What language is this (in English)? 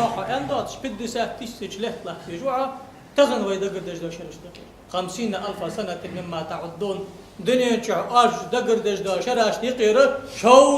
Ingush